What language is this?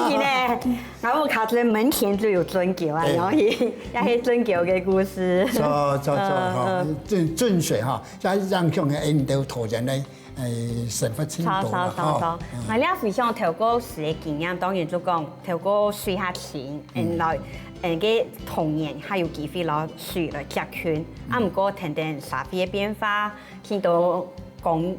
Hakka Chinese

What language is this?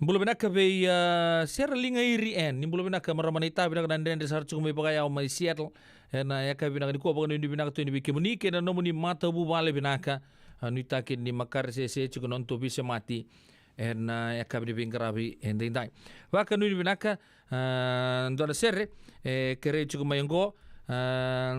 Fijian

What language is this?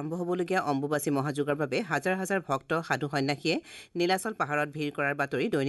Assamese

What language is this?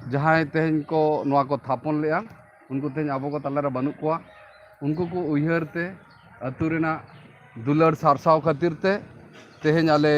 Santali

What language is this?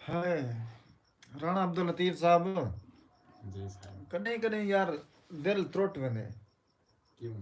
Saraiki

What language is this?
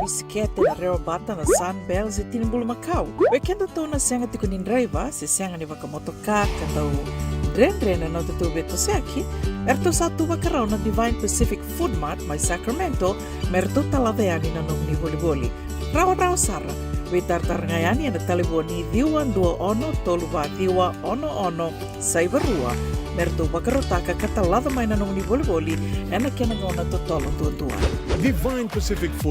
Fijian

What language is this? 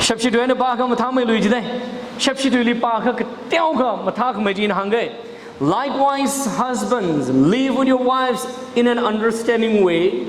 Tangkhul Naga (India)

